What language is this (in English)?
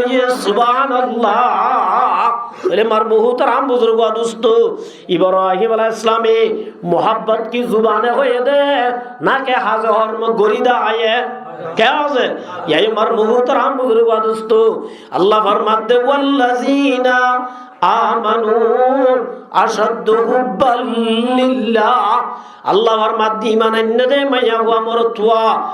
Rohingya